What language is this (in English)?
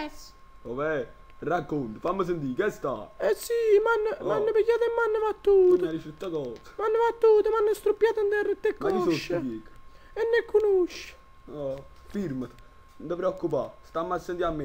Neapolitan